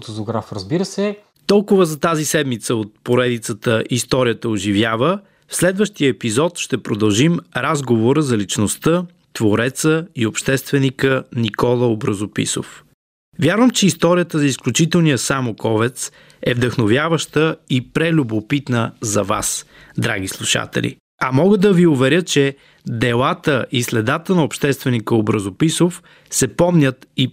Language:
Bulgarian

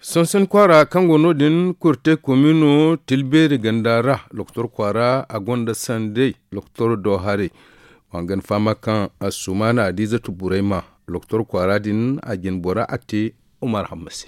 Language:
Zarma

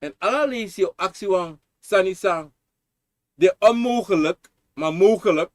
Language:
Sranan Tongo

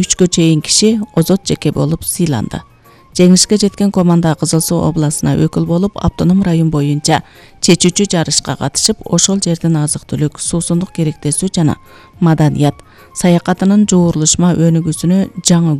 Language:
Kyrgyz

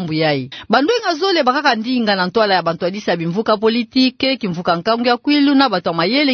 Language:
Kituba (Democratic Republic of Congo)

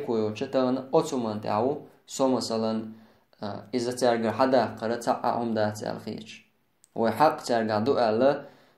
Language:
Chechen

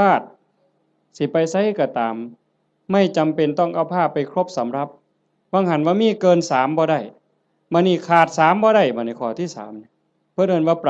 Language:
Northeastern Thai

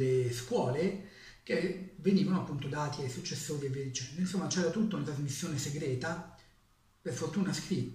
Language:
Italian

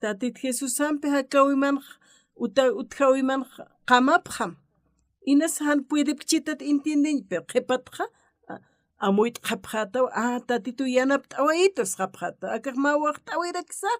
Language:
Aymara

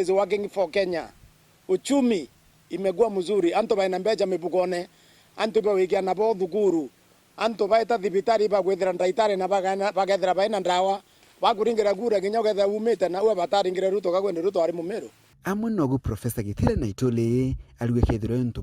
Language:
Meru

